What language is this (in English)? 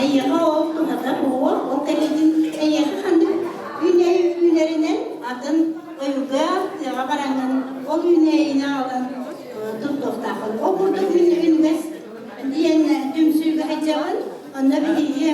Yakut